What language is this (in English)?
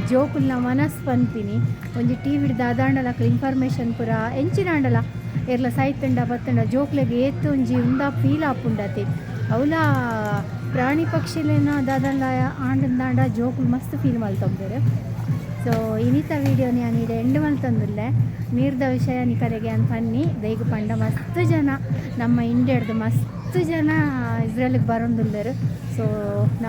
Tulu